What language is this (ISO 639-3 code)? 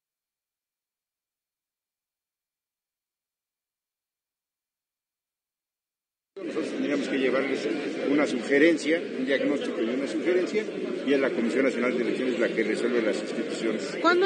spa